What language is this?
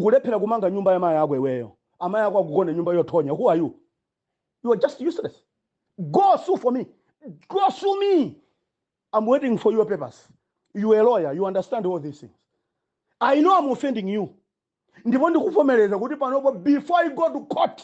Nyanja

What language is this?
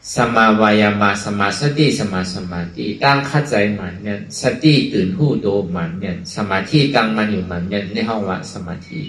Shan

